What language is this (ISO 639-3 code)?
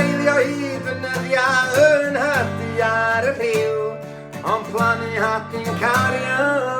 cym